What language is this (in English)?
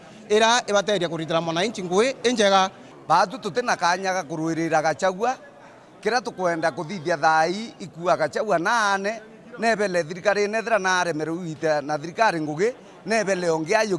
Meru